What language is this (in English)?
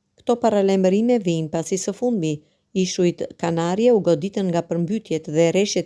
Albanian